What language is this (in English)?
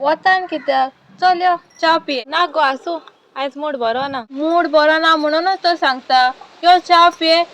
Konkani